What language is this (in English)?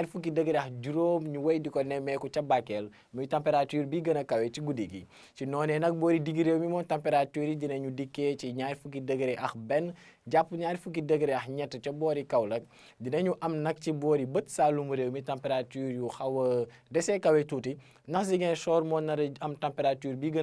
Wolof